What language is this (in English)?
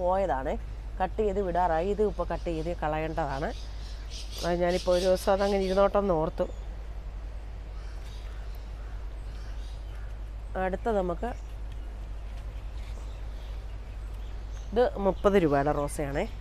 Malayalam